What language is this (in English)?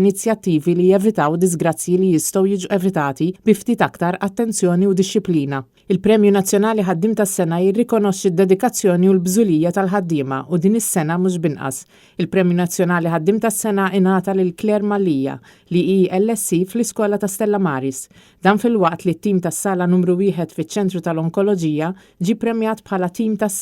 Maltese